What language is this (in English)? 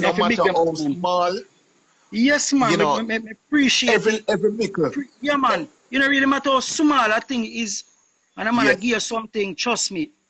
Jamaican Creole English